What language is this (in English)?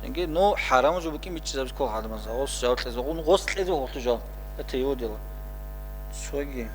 Avaric